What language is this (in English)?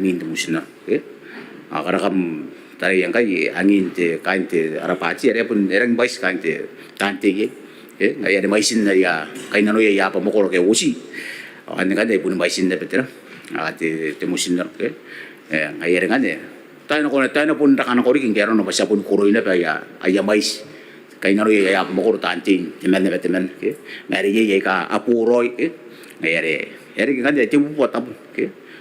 Gilbertese